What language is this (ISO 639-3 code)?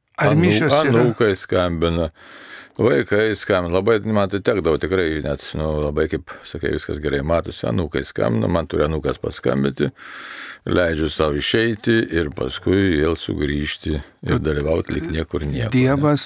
lit